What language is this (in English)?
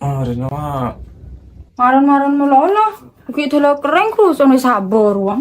Madurese